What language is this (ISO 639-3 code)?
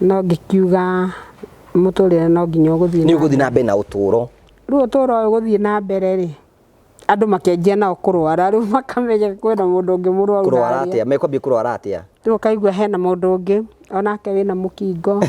kik